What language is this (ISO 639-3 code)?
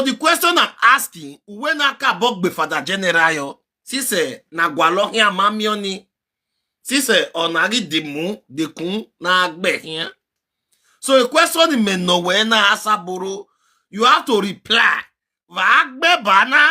pcm